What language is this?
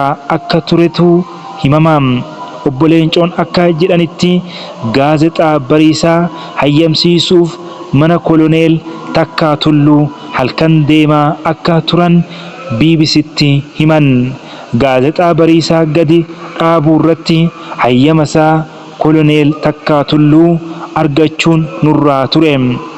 Oromo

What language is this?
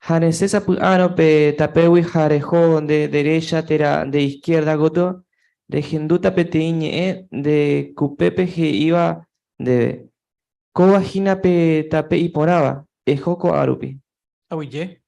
Guarani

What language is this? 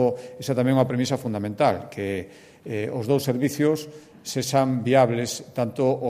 Galician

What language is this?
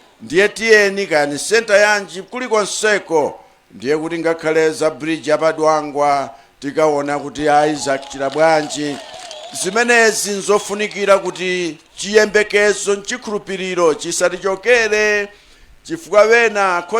Nyanja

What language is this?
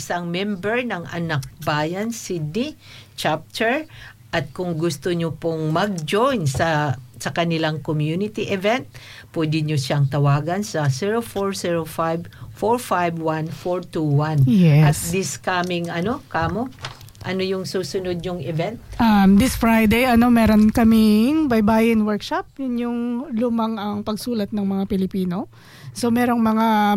Filipino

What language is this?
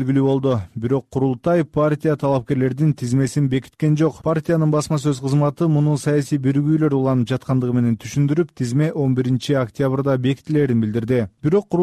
Kyrgyz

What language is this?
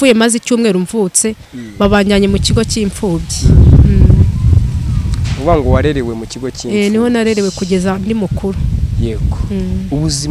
Kinyarwanda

